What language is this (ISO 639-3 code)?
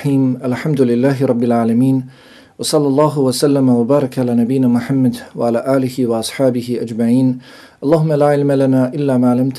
bos